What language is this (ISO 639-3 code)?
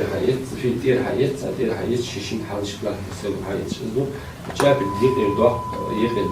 inh